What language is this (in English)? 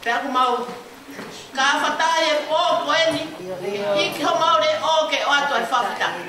Tongan